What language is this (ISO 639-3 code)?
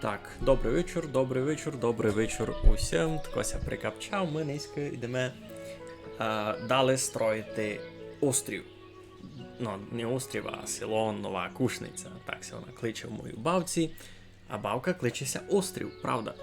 rue